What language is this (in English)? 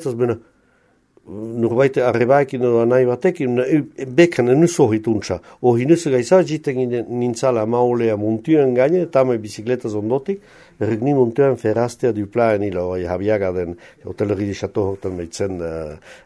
Basque